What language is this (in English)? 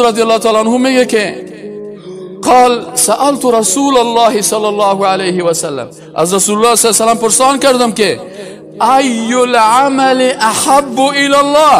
Persian